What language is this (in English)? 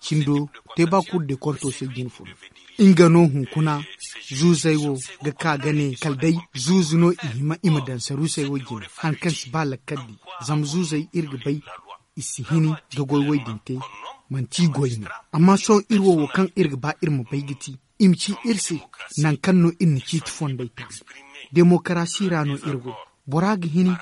Zarma